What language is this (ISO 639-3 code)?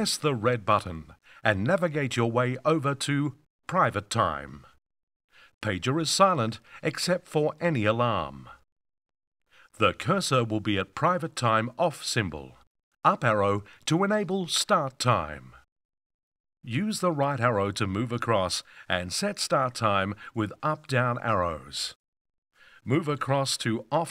eng